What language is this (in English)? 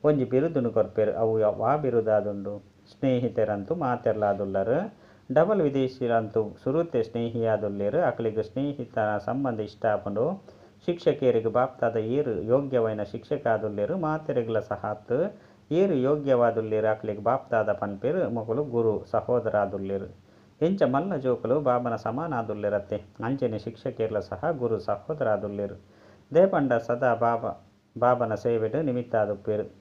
Tulu